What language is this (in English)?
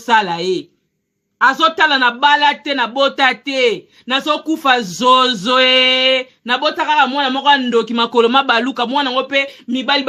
Lingala